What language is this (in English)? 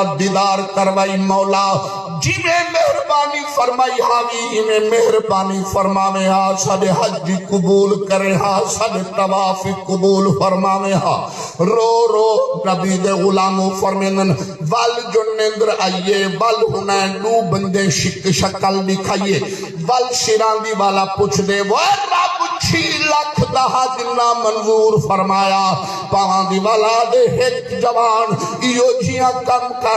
Saraiki